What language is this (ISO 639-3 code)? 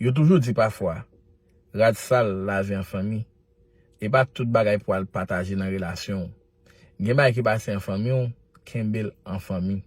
hat